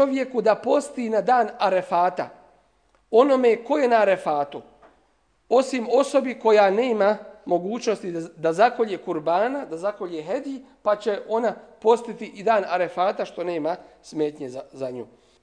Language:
Bosnian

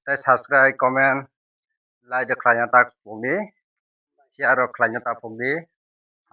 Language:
Kok Borok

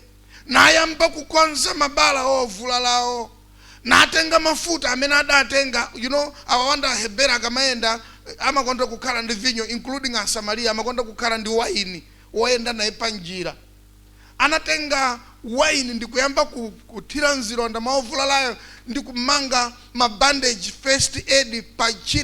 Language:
Nyanja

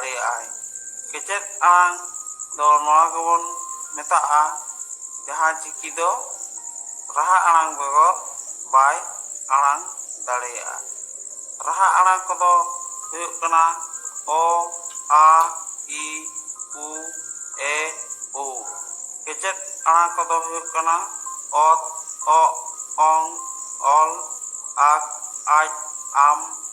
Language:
Santali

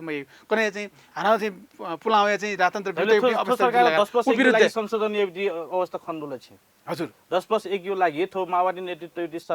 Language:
Newari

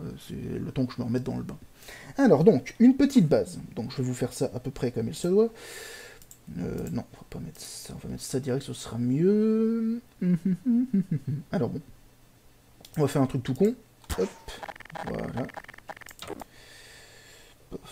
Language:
French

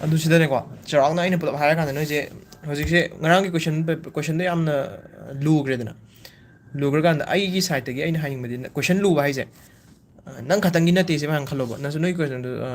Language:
Manipuri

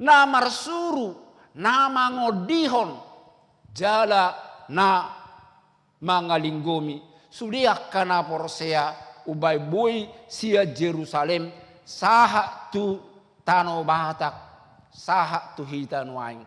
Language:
Batak Toba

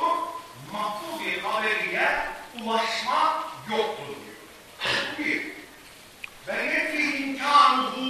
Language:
Turkish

